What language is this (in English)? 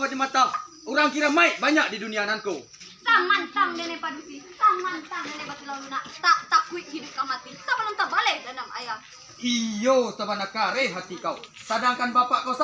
Minangkabau